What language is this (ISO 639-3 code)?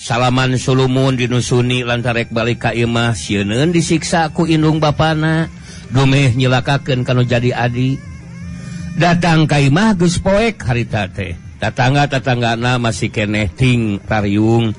sun